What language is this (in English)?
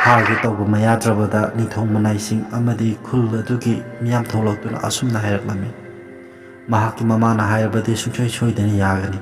Manipuri